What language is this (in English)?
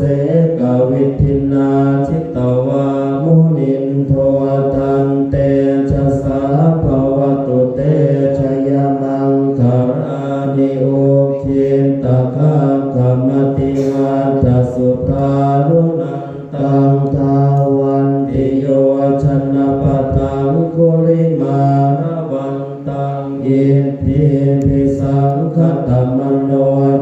Pali